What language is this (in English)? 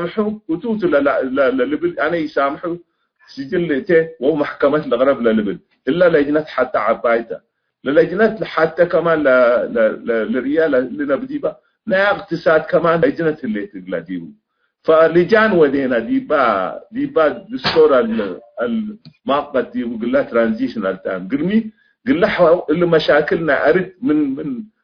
Tigre